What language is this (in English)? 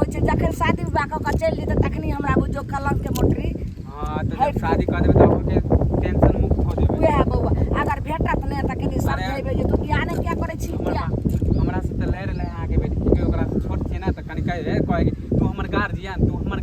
Maithili